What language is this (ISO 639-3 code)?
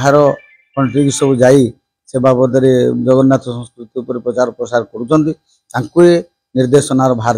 ori